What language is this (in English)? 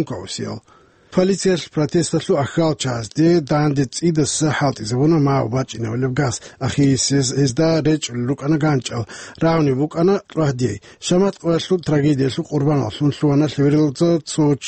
Avaric